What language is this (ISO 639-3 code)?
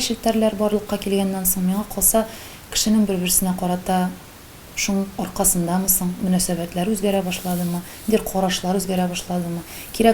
tat